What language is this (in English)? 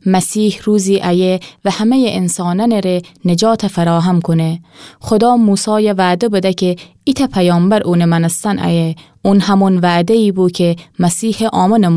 Gilaki